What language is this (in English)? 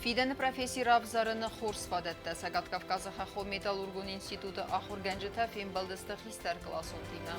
Ossetic